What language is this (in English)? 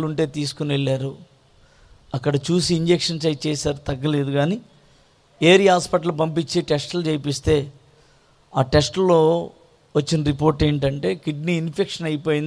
Telugu